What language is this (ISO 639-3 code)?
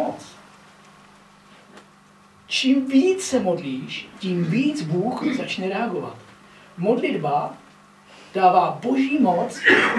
ces